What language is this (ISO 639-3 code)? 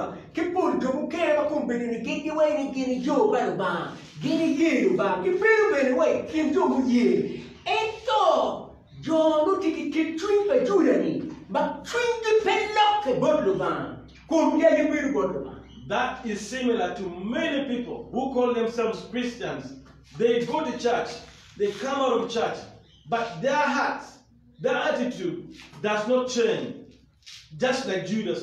ach